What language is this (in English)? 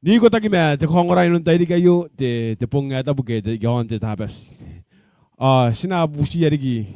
Gilbertese